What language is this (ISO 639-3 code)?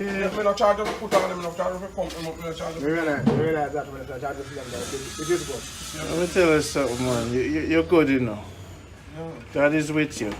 jam